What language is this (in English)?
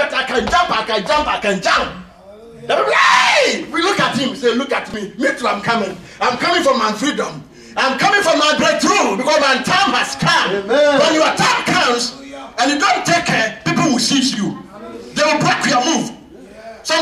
English